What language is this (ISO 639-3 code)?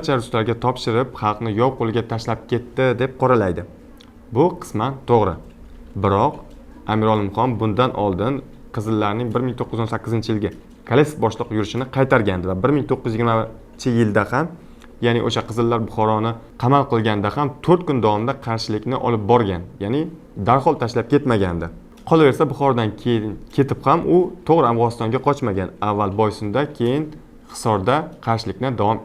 uzb